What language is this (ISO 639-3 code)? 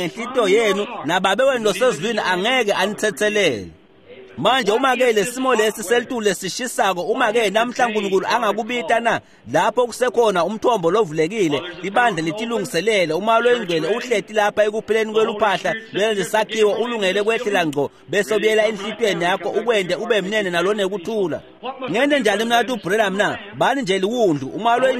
ssw